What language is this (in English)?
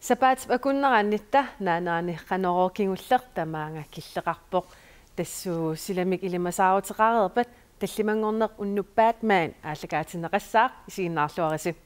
Kalaallisut